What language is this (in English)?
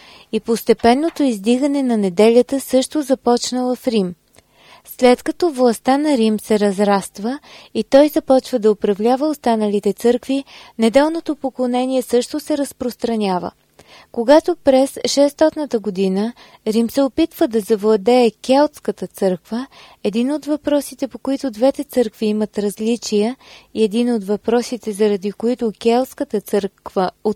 Bulgarian